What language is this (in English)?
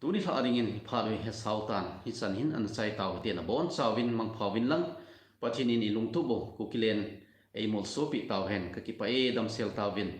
Thado Chin